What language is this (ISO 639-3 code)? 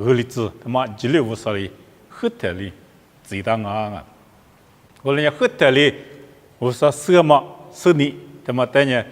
lis